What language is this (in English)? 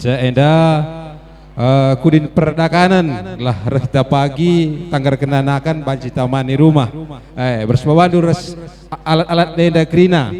Batak Karo